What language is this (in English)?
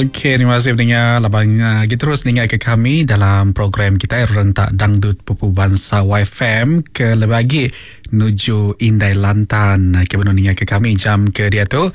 Iban